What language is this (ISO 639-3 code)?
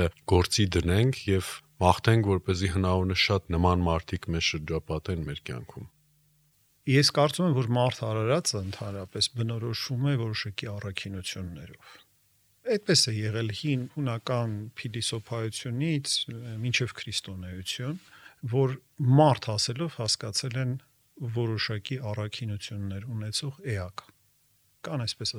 hye